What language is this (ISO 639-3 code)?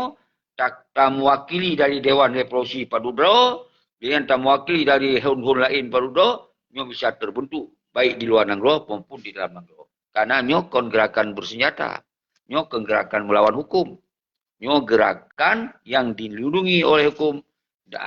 ace